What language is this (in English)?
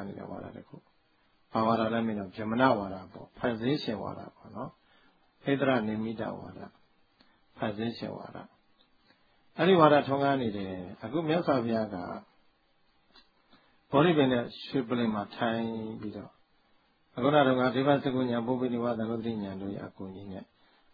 Burmese